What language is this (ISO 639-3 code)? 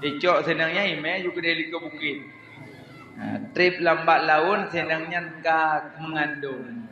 ace